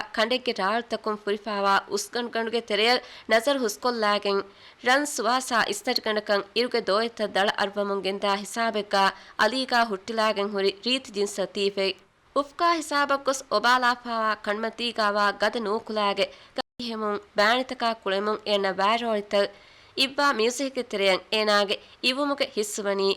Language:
Divehi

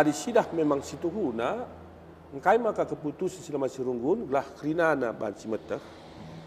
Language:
Batak Karo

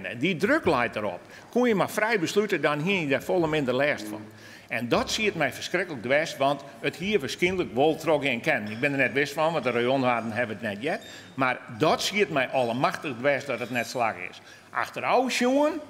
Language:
Western Frisian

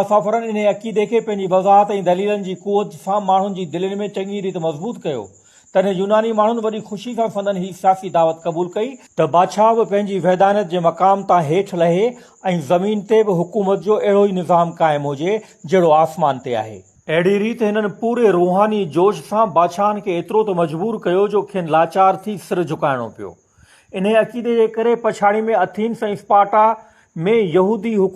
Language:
Sindhi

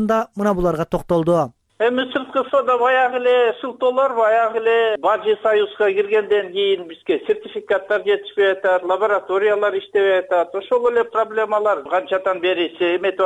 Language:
Kyrgyz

